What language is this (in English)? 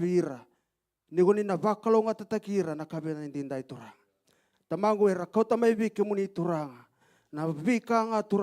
Fijian